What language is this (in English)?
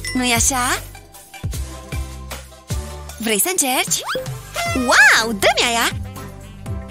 Romanian